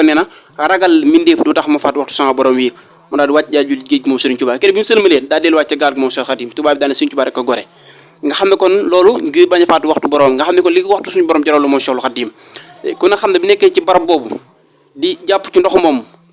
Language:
Wolof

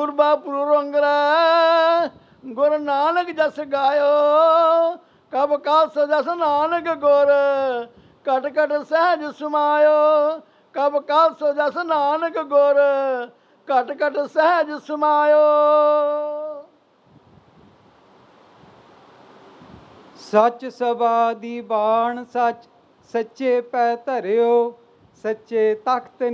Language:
Punjabi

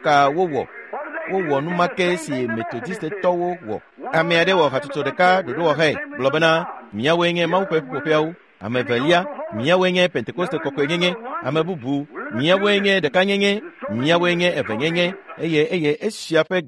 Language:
Ewe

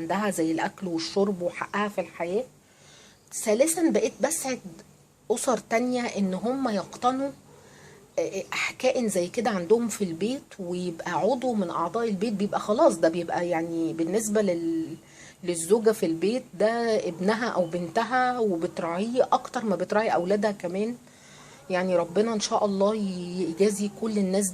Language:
Egyptian Arabic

